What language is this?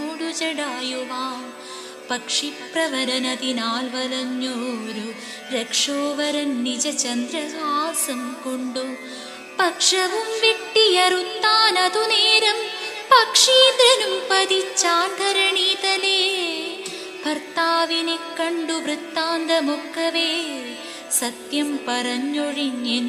Malayalam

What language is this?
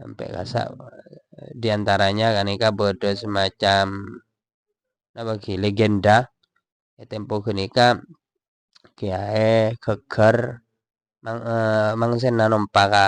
Madurese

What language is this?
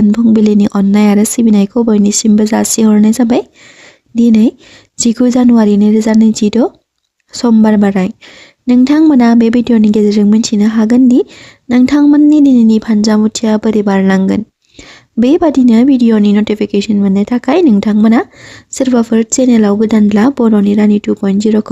Bodo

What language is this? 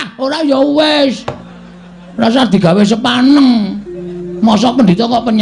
Javanese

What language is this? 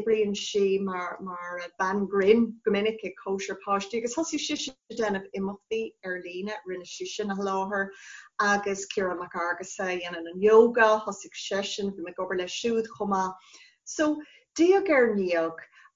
Irish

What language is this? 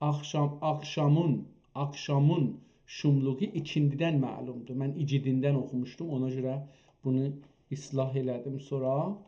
South Azerbaijani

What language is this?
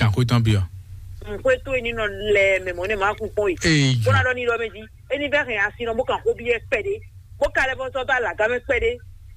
Fon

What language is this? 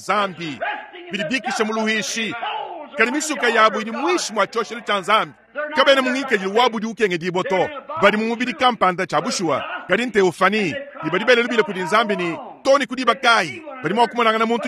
Luba-Lulua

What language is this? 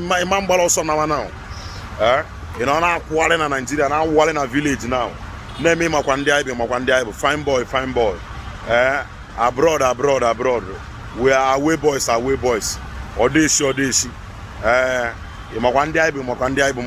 Igbo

